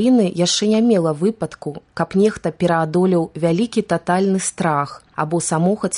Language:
Belarusian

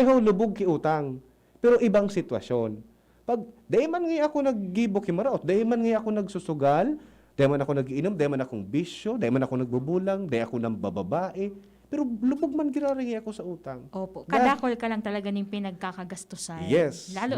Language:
Bikol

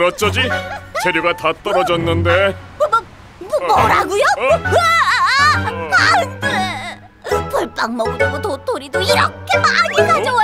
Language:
Korean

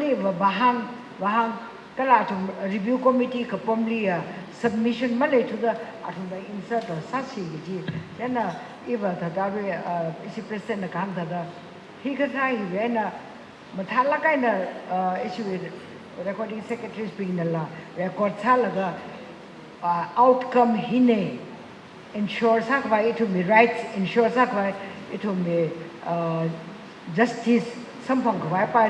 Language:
Tangkhul Naga (India)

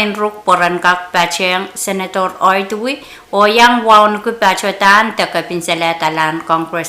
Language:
Pohnpeian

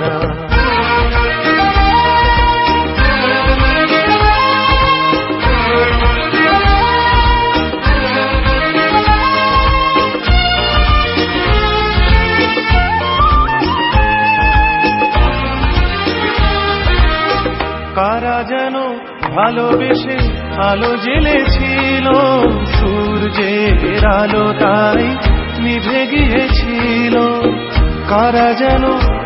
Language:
Bangla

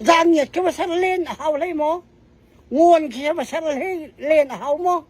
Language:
Falam Chin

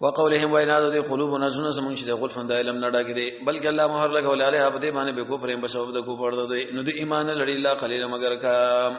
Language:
Pashto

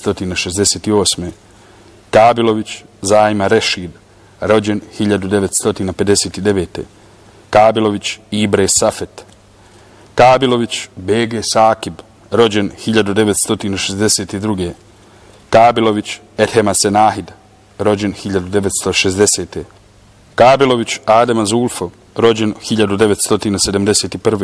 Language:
Bosnian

